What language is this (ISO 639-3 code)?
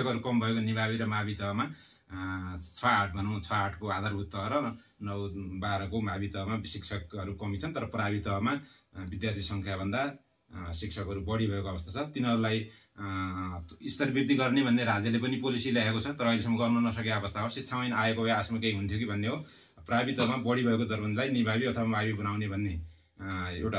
nep